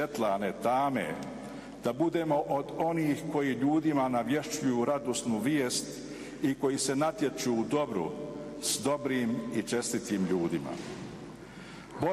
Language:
Bosnian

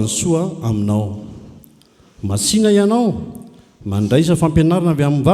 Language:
Malagasy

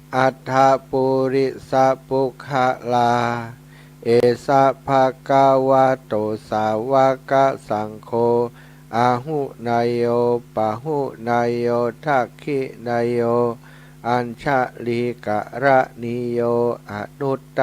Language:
Pali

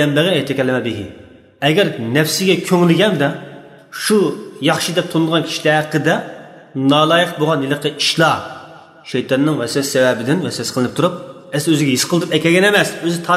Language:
Uyghur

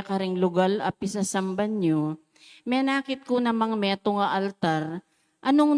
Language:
Pampanga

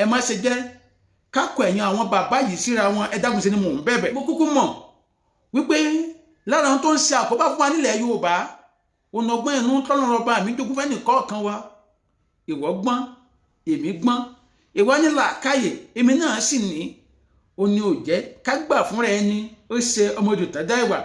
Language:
Yoruba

